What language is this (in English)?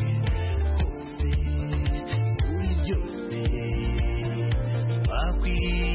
Kinyarwanda